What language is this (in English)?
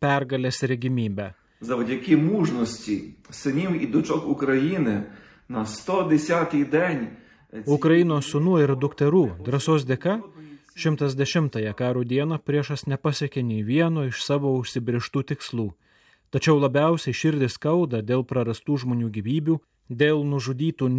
Lithuanian